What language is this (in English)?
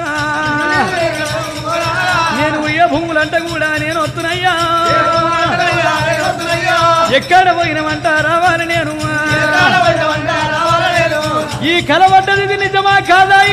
Telugu